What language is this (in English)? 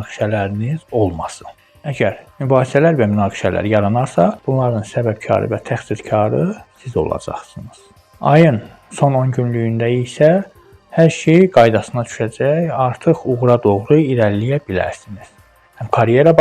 Azerbaijani